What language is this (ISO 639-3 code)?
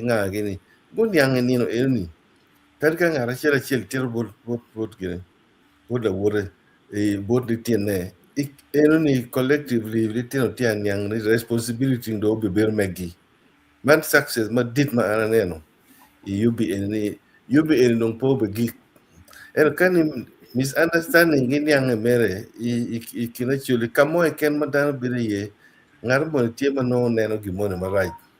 ach